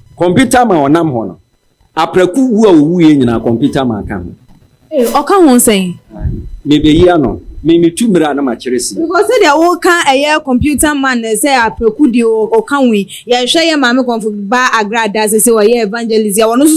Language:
Akan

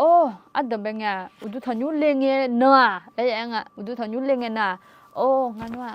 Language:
Akha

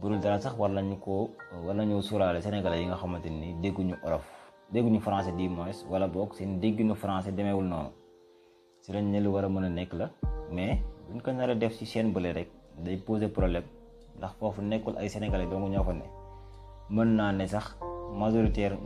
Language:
Wolof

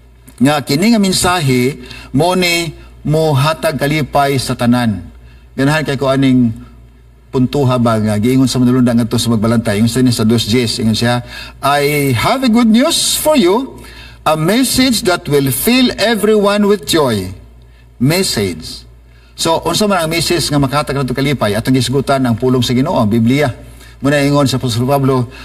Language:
Cebuano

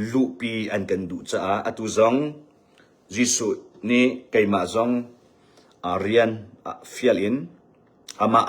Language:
Hakha Chin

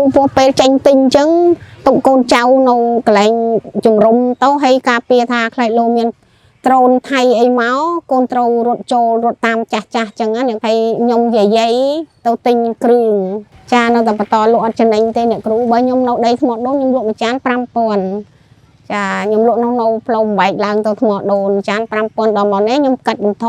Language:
Khmer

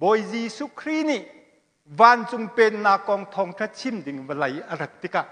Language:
Hakha Chin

